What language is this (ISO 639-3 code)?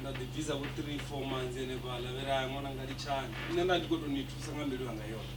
ven